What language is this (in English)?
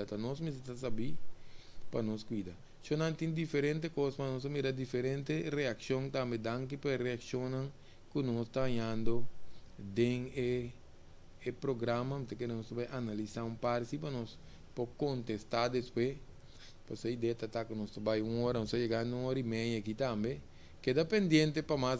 Papiamento